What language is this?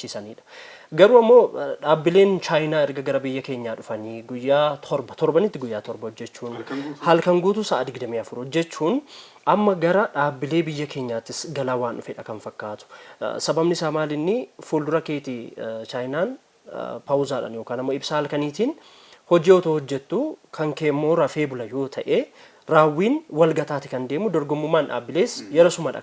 Oromo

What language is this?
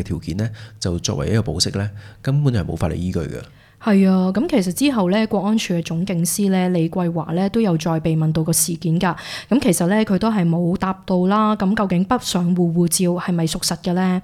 Cantonese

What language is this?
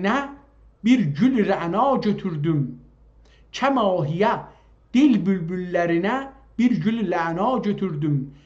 South Azerbaijani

